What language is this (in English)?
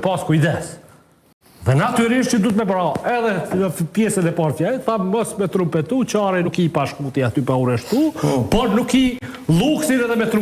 Albanian